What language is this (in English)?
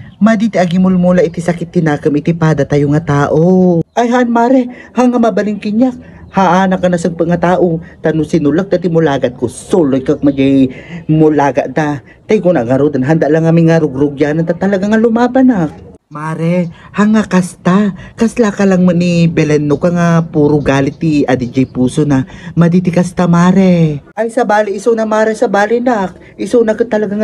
Iloko